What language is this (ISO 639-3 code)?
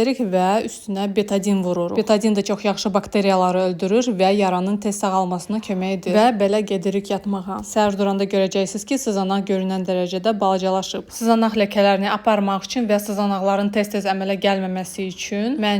aze